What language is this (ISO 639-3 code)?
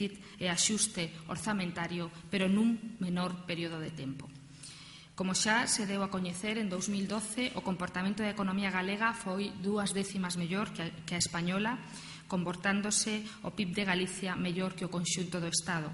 glg